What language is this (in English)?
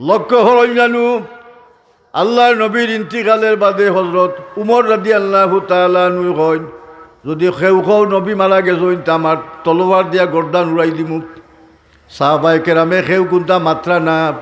Sylheti